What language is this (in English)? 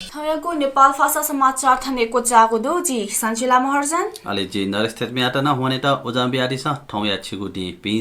Newari